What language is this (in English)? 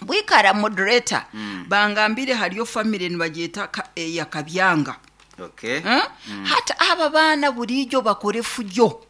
Nyankole